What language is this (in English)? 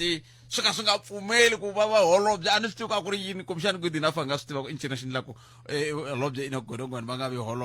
Tsonga